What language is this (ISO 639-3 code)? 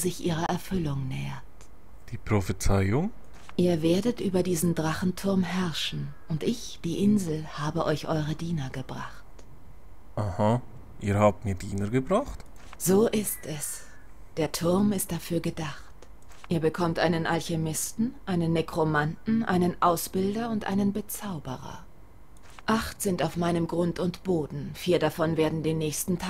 gsw